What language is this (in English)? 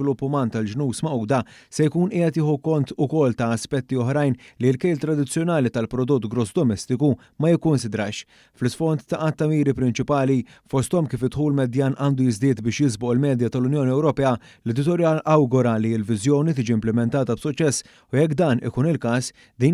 Maltese